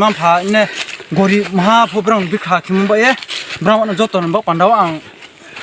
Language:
Riang (India)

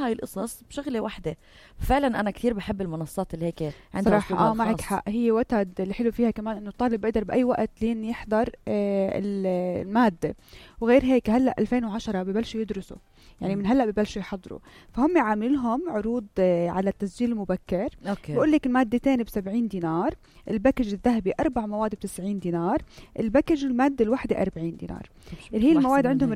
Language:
North Levantine Arabic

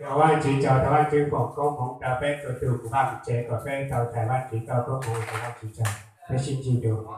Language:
Hmong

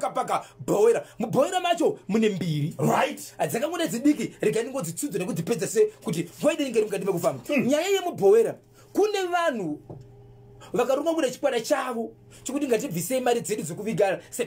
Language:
Shona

